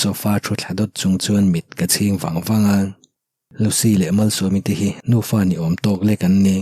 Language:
Mizo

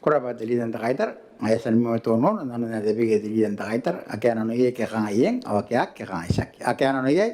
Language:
Gilbertese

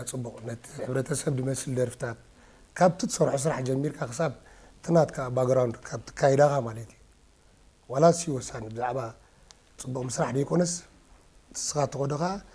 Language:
Tigrinya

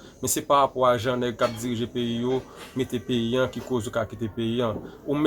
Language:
Haitian Creole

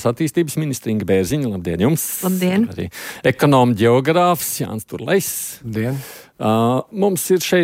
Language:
Latvian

